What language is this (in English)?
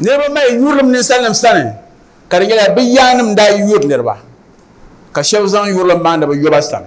Dagbani